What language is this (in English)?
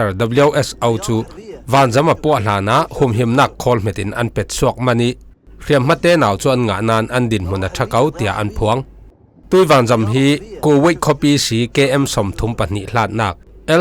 Falam Chin